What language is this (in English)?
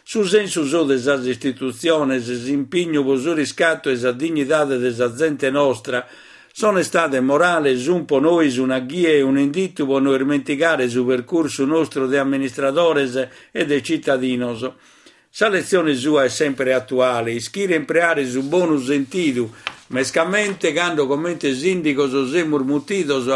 Sardinian